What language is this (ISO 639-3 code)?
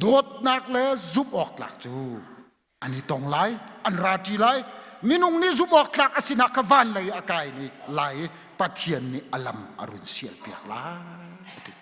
cnh